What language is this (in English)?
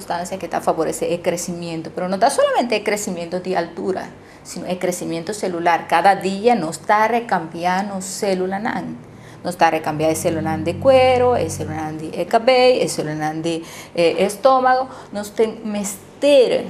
Papiamento